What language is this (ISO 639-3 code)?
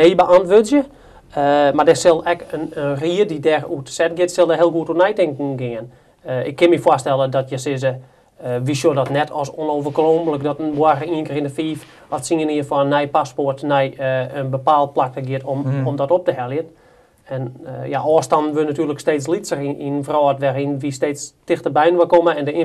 fry